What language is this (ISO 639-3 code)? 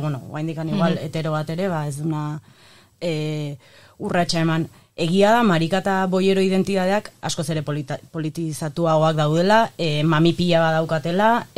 eus